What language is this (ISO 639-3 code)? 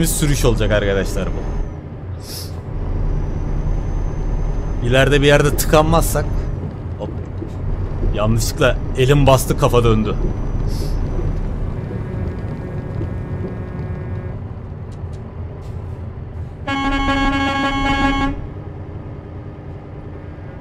tur